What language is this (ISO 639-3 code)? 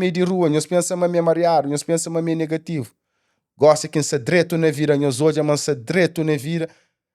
kea